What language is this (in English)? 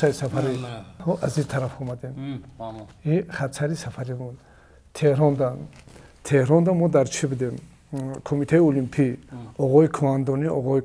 Tajik